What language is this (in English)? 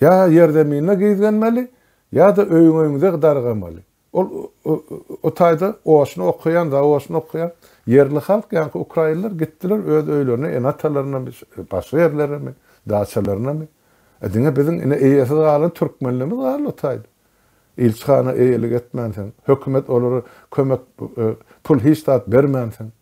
Turkmen